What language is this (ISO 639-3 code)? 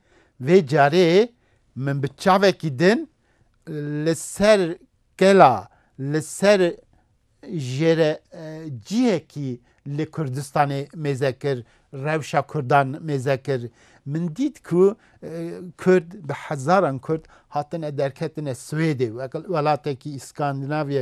kur